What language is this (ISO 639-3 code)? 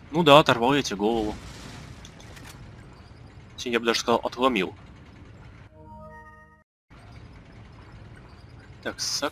rus